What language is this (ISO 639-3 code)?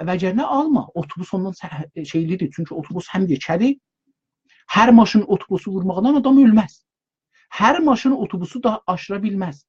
azb